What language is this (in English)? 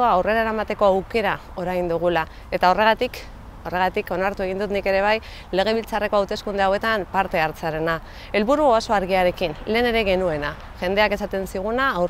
Basque